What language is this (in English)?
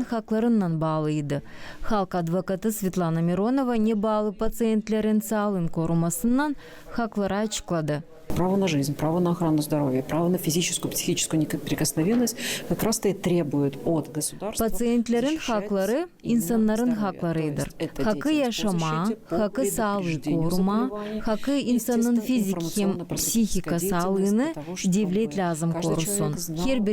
Gagauz